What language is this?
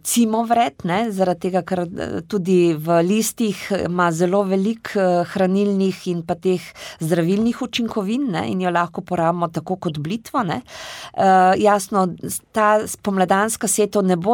Slovenian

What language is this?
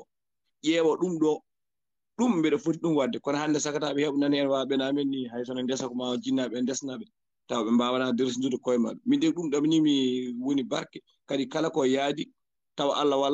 Fula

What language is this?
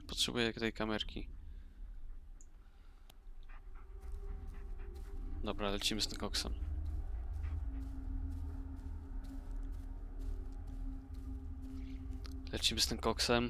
Polish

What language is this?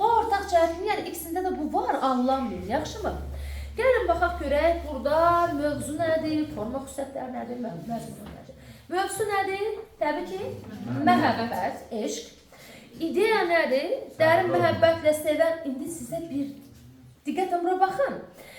Azerbaijani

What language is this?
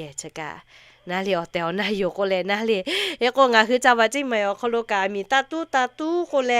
Lahu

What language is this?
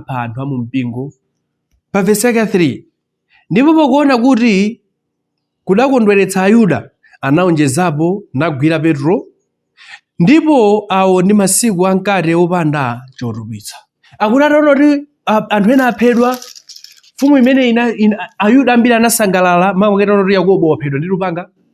Nyanja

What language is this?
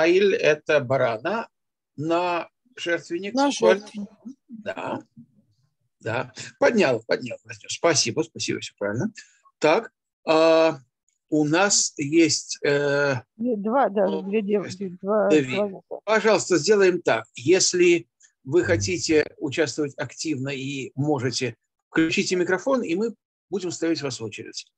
Russian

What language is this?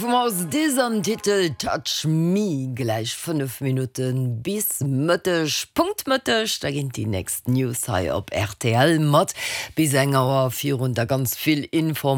Luxembourgish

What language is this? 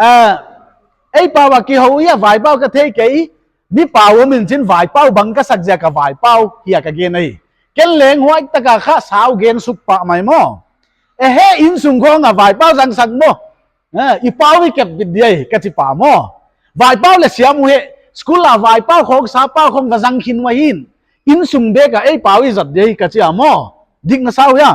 Paite Chin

